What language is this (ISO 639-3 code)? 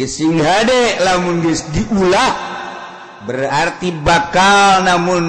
sun